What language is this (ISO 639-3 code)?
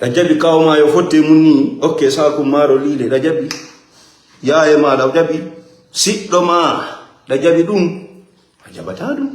ful